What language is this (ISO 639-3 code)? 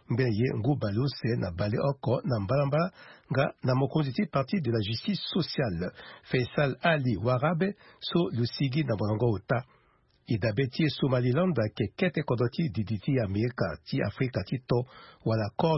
sag